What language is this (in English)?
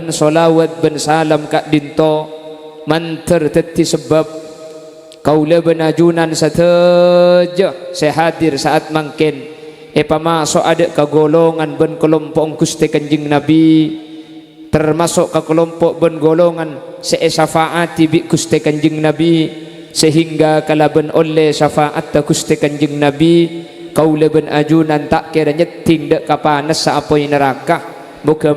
Madurese